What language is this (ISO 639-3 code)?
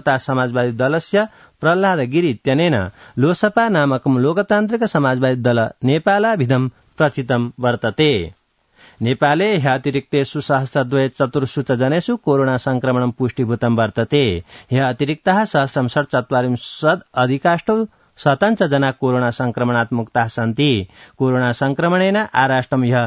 san